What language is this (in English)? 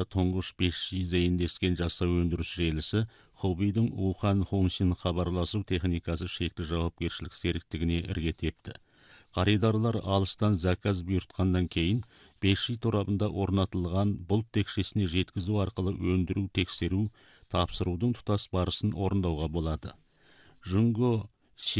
Kazakh